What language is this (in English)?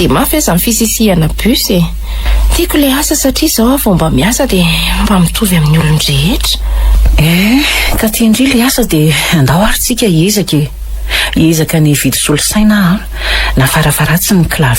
Malagasy